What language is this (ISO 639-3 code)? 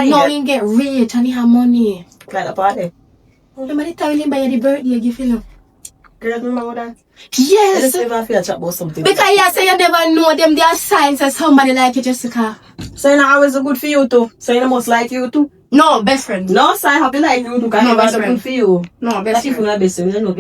jam